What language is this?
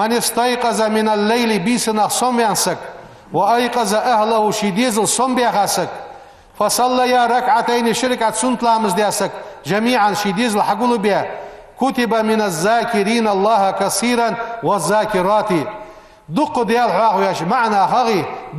Ingush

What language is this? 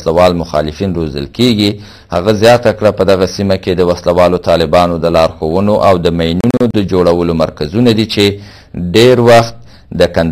Pashto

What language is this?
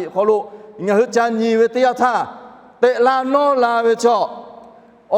Lahu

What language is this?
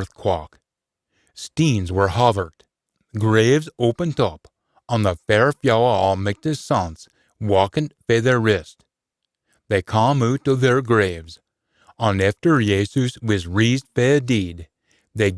Scots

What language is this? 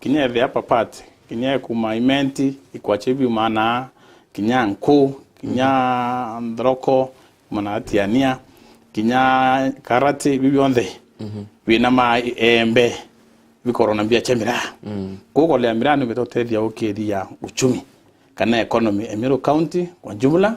Meru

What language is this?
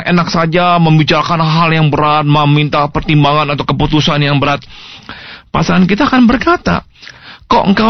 Indonesian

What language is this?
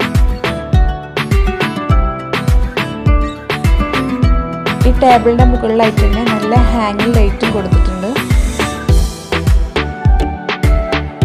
Malayalam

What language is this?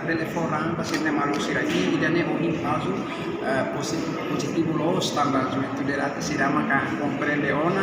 Tetum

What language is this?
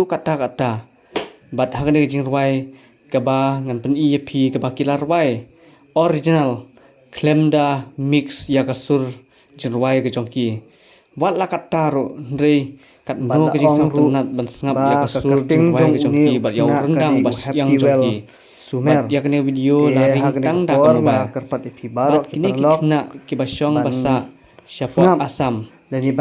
Khasi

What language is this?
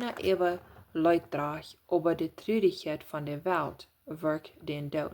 Plautdietsch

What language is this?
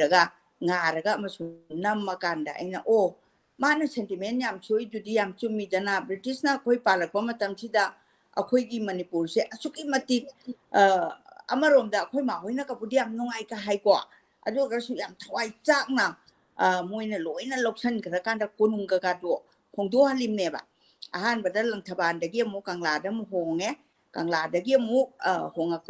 Manipuri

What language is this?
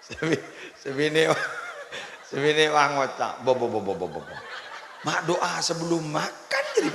Madurese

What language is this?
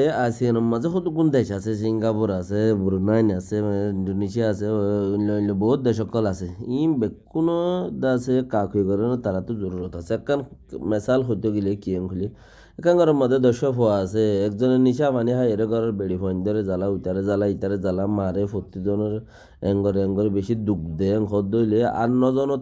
Rohingya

